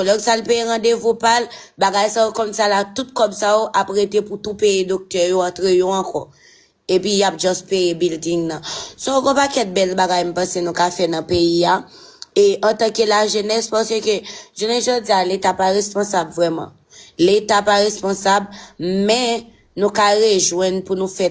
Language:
Haitian Creole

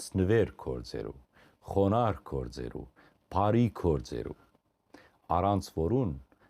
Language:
Western Armenian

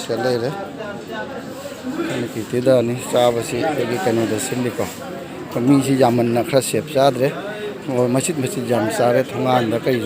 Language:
Manipuri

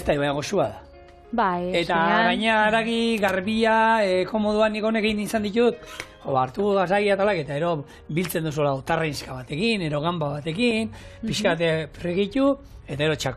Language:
Basque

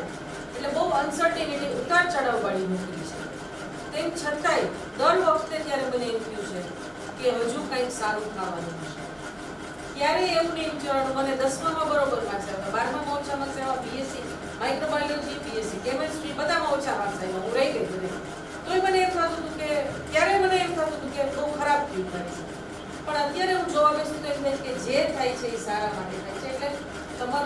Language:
Gujarati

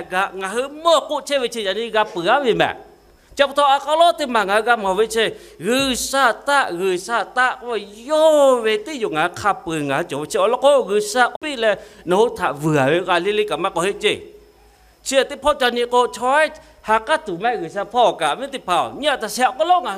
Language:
Lahu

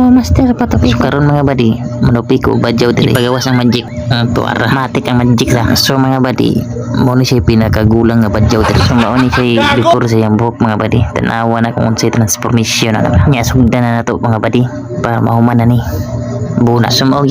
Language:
Cebuano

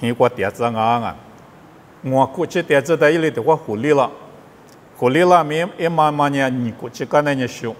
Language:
Lisu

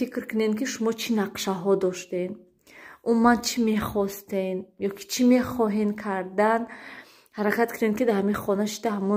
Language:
Tajik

